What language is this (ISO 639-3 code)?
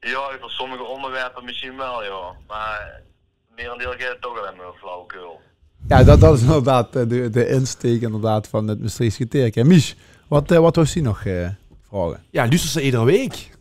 lim